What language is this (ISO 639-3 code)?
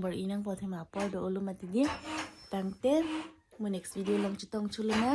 mjw